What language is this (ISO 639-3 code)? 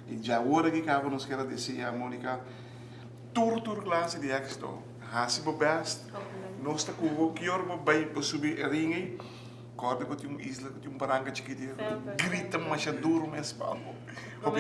pap